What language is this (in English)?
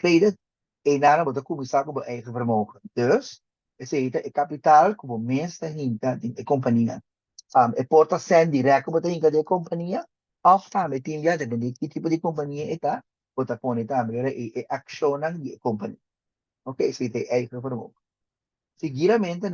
Papiamento